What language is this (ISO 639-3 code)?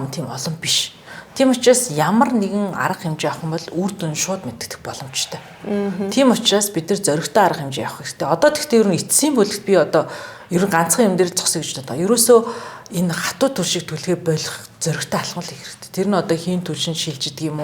mon